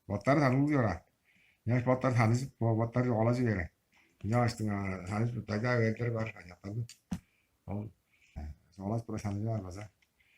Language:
Tuvinian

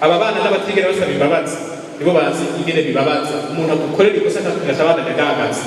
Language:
Rundi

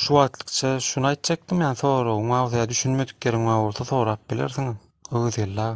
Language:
Turkmen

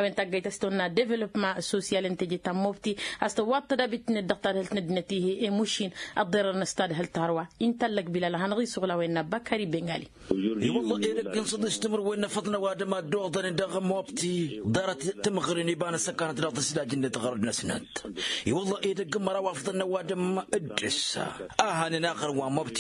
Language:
Tamasheq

